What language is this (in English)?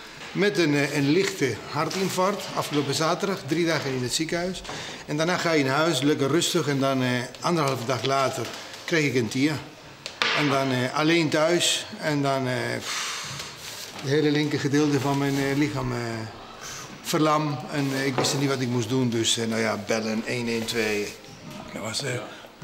Dutch